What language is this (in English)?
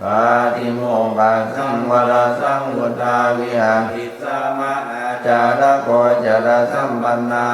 Pali